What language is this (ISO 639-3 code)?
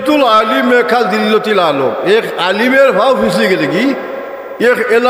syl